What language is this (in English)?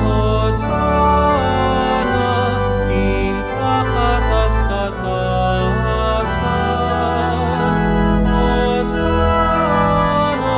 Pampanga